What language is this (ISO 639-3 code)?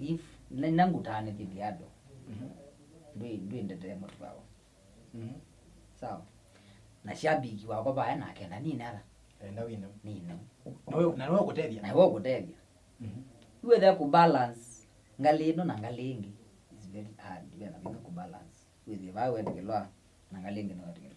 kam